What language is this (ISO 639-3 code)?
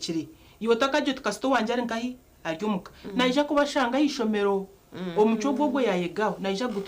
nyn